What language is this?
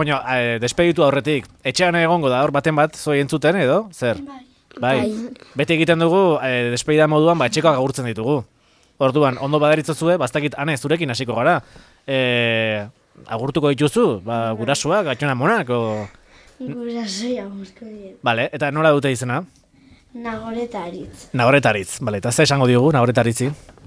Basque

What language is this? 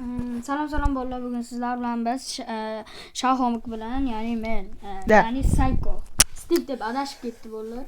Uzbek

